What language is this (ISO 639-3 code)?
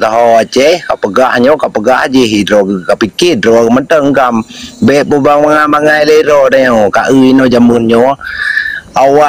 ace